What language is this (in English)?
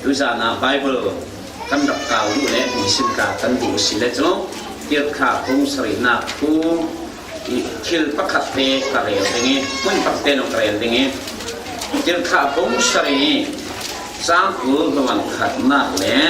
Falam Chin